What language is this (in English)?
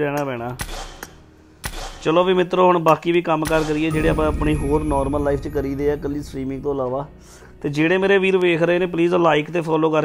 Punjabi